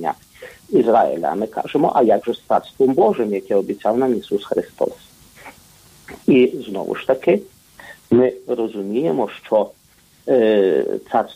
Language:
Ukrainian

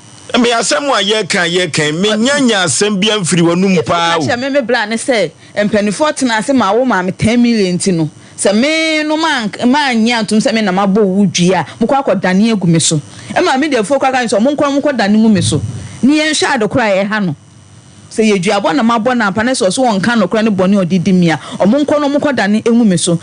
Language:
Akan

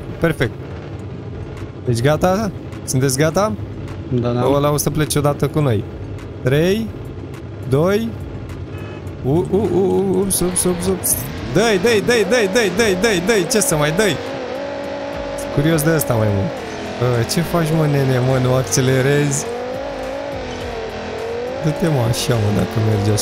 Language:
Romanian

